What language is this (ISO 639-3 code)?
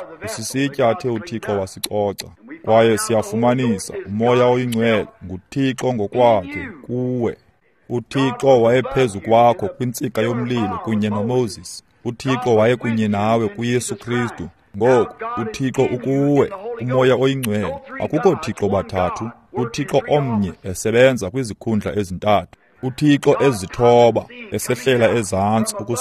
xho